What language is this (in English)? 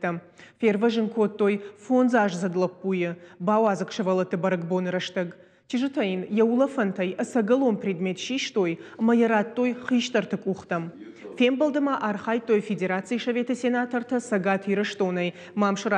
Ossetic